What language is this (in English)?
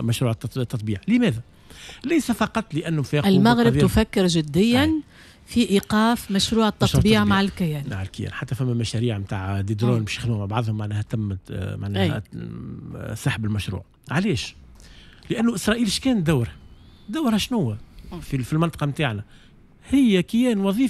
Tunisian Arabic